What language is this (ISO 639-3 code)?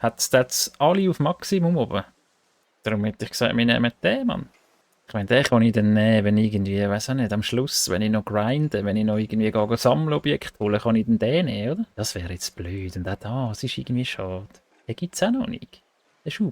gsw